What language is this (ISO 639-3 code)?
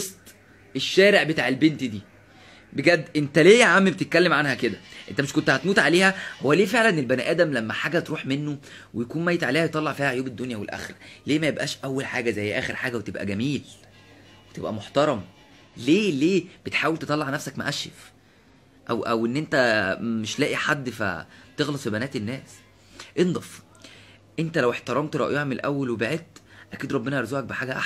arz